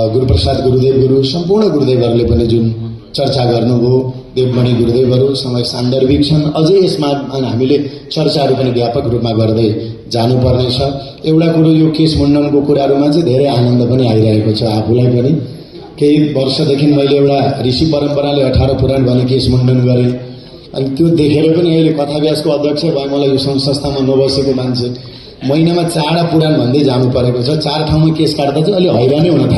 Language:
Nepali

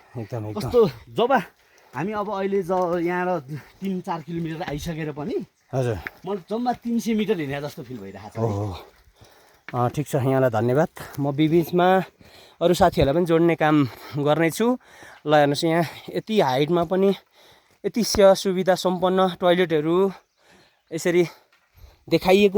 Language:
Nepali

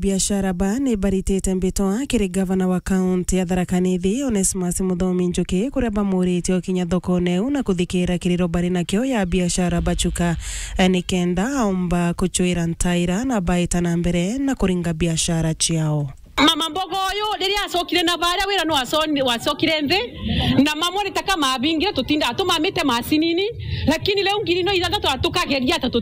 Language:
Meru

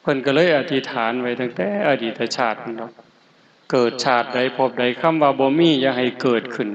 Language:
Northeastern Thai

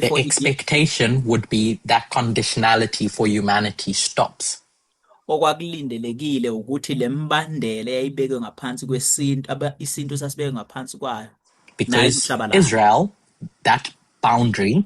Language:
Zulu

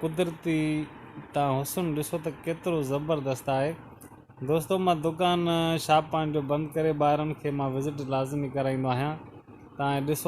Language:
Sindhi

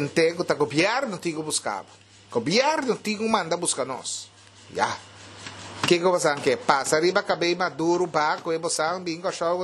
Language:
Papiamento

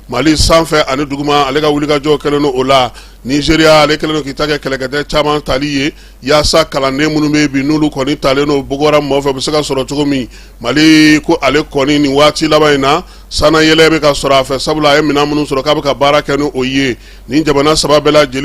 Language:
Bambara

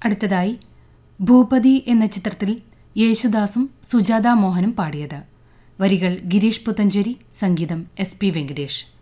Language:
Malayalam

